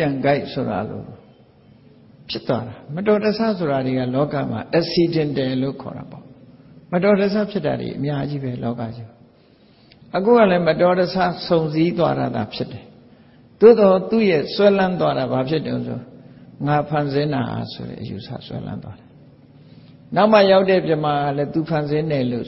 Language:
Burmese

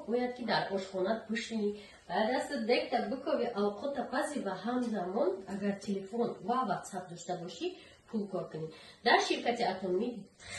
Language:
Tajik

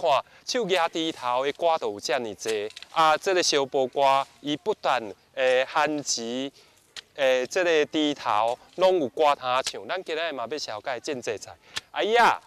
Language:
Min Nan Chinese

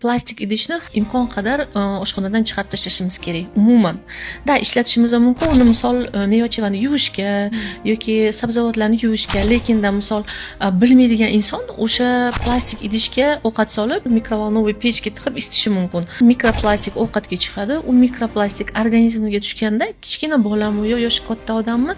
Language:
Uzbek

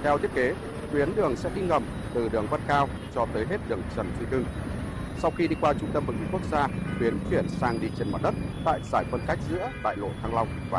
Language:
Vietnamese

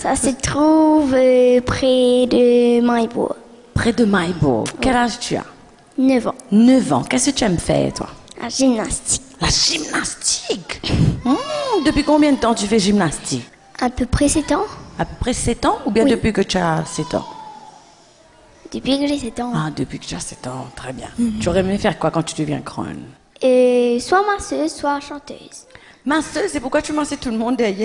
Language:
French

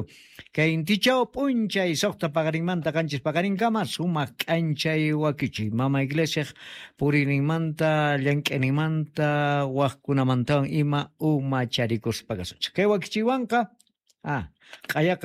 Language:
South Bolivian Quechua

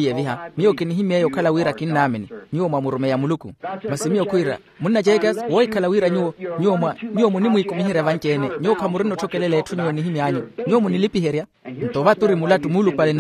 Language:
Makhuwa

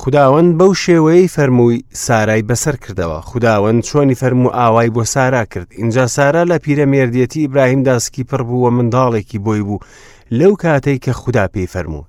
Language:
Central Kurdish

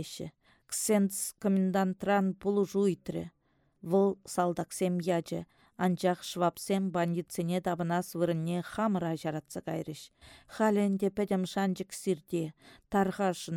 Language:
Chuvash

